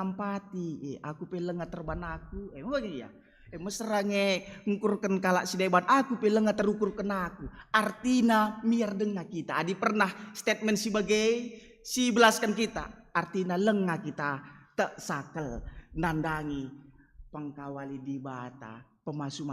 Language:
Batak Karo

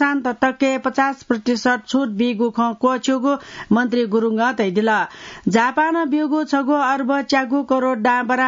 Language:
Newari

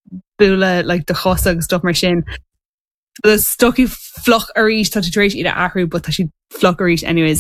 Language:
Irish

